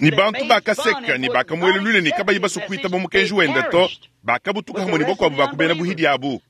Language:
Luba-Lulua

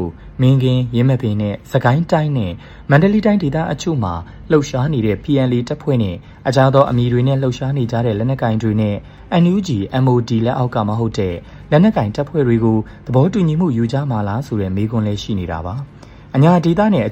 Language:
Burmese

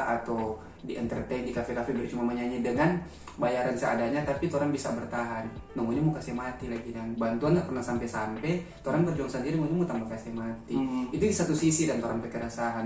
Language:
Manado Malay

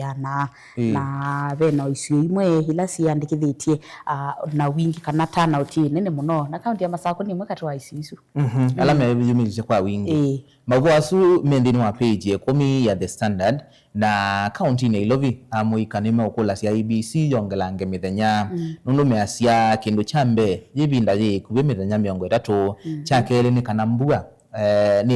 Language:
Kamba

